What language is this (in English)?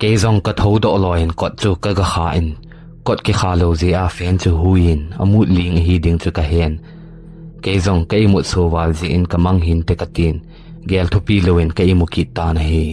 Thado Chin